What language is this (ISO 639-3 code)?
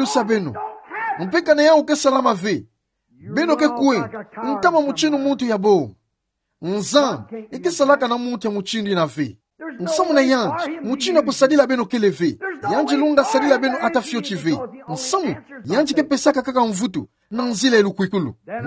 ktu